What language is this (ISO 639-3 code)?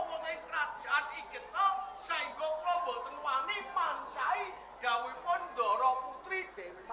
jav